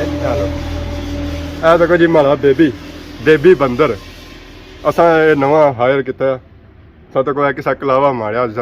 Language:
Pahari-Potwari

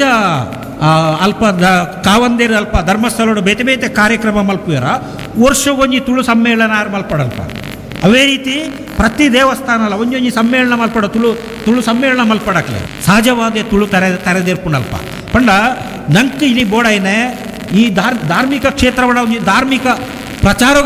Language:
Tulu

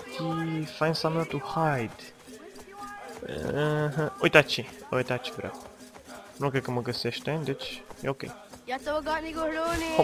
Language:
Romanian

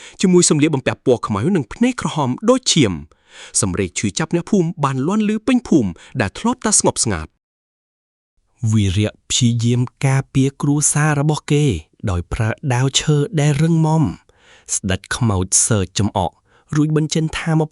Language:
Khmer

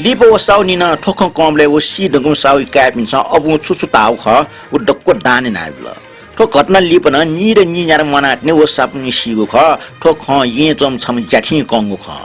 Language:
Newari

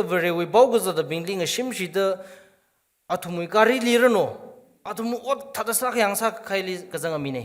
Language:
Tangkhul Naga (India)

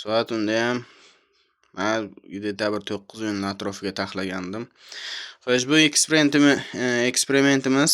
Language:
Uzbek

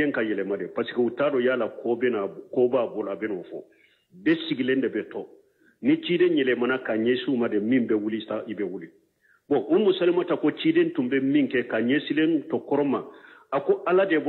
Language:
Bambara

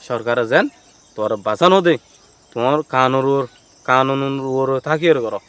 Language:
Rohingya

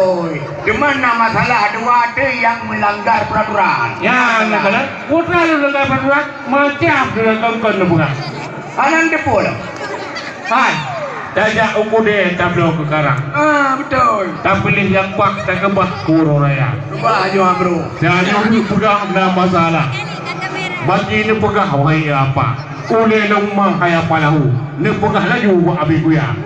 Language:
Achinese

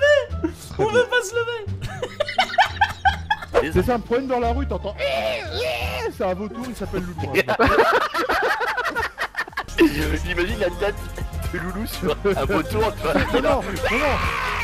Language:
French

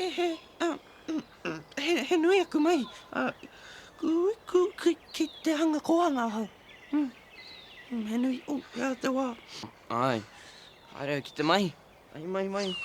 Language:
Māori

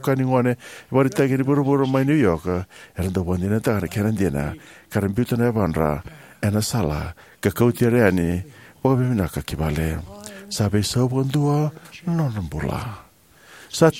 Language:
Fijian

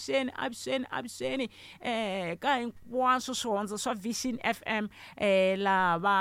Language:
Tsonga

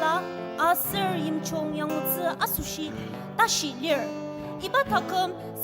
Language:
Ao Naga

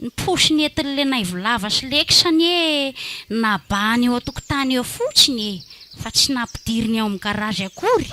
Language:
Malagasy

